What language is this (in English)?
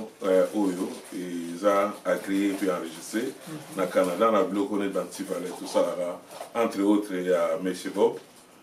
Lingala